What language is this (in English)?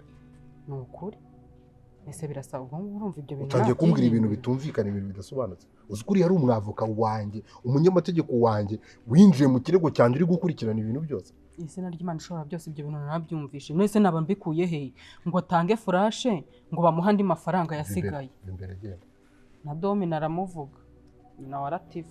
Kinyarwanda